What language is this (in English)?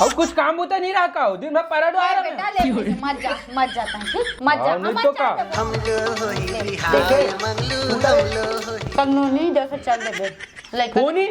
Chhattisgarhi